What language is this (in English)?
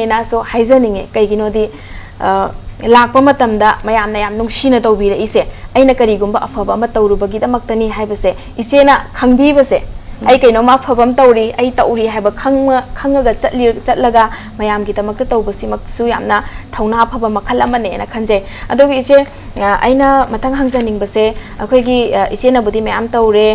Manipuri